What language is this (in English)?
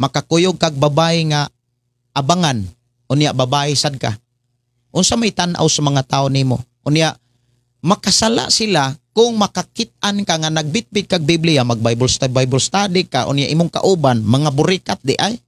Cebuano